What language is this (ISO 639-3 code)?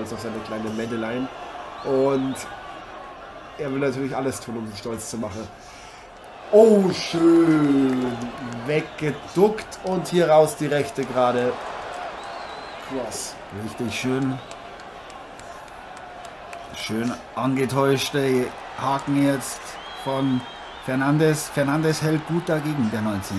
deu